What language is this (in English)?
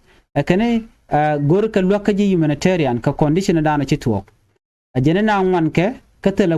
Nuer